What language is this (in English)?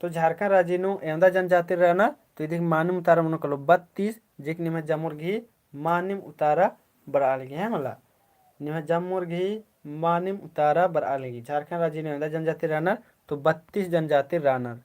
Kurukh